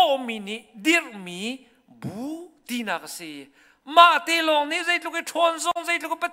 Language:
Hakha Chin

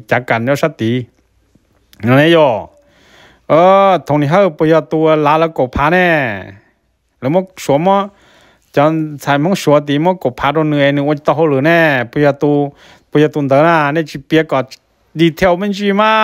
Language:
Vietnamese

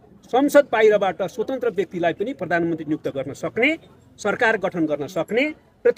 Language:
Nepali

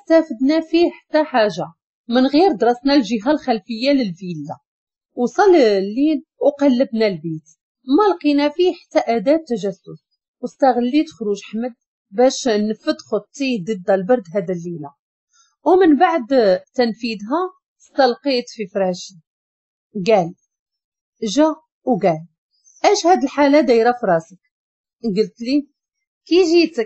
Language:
Moroccan Arabic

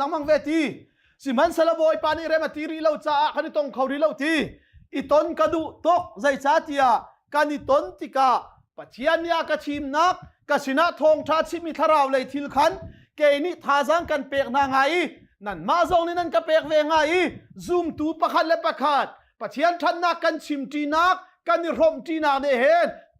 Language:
Hakha Chin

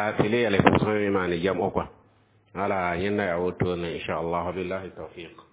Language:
Mossi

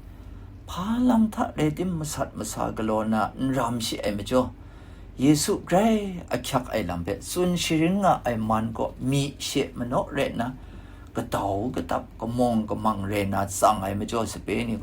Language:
Kachin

